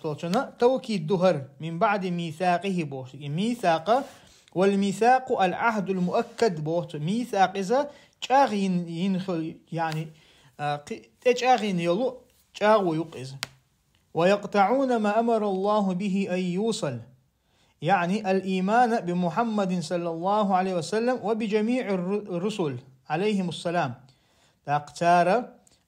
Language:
Chechen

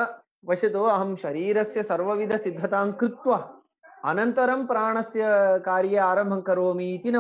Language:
Sanskrit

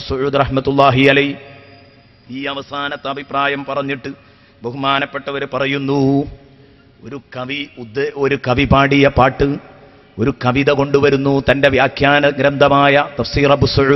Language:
Malayalam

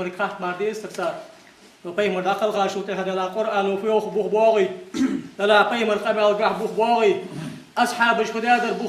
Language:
Ingush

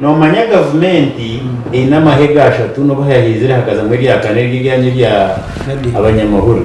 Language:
Nyankole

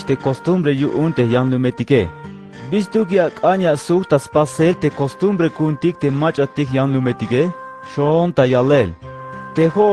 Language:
Tzeltal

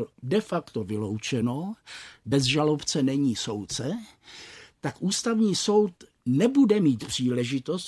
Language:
Czech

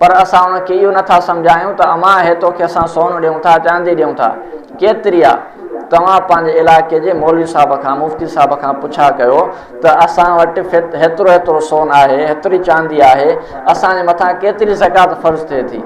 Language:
Sindhi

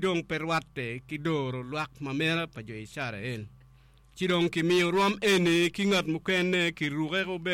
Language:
Acoli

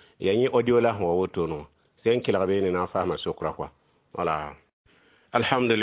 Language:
Mossi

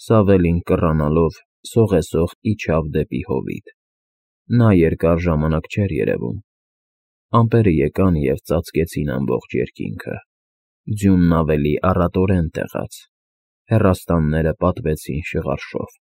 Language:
Armenian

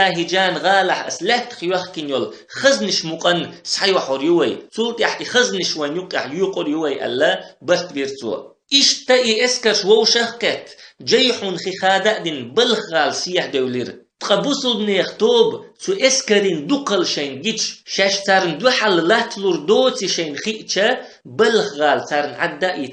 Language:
Chechen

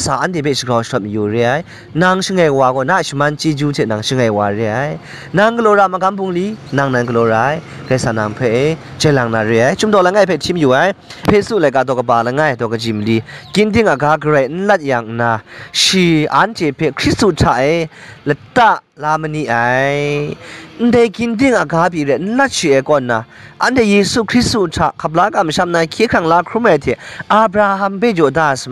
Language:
Kachin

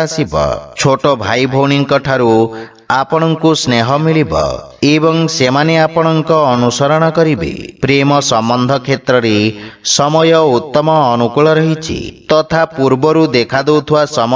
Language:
Odia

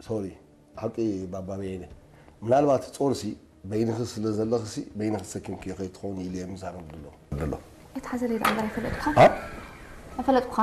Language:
Tigrinya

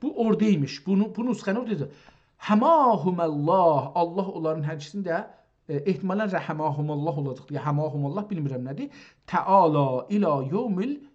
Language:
South Azerbaijani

